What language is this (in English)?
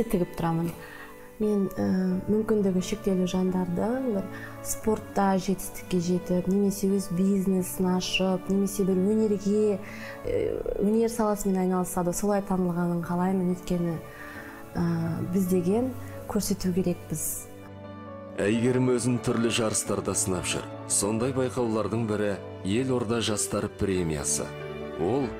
Kazakh